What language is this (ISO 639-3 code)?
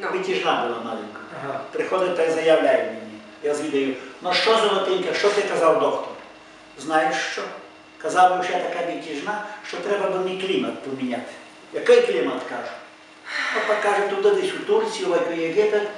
rue